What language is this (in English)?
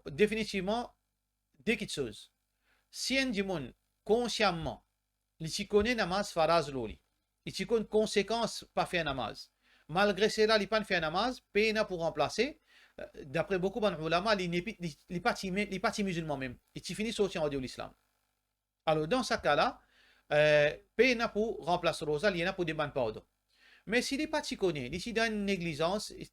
Morisyen